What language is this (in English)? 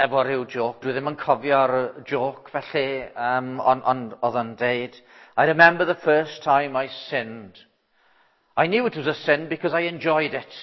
Welsh